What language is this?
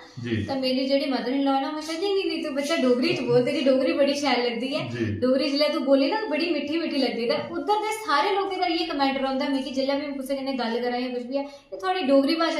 Dogri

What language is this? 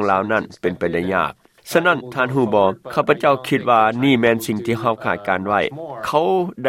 Lao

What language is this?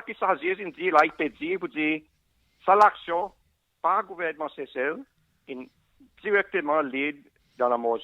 Seselwa Creole French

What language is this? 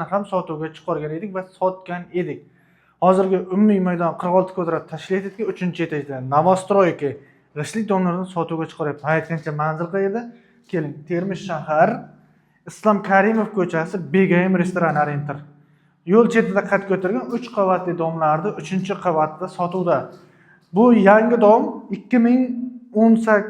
Uzbek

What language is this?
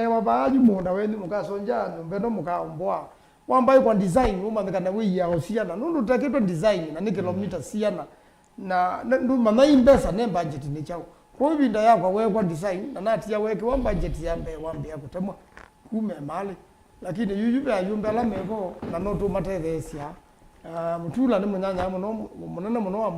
Kamba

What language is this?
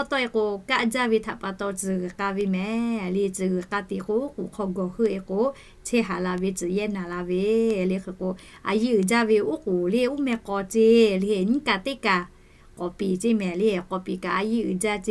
Lahu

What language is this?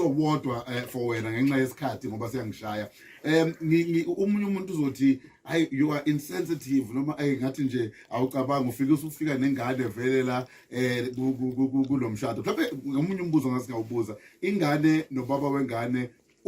Zulu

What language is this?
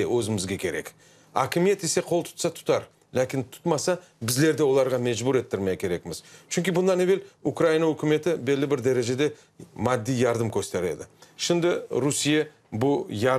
Crimean Tatar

